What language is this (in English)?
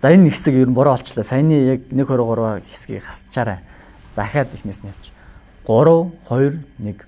Mongolian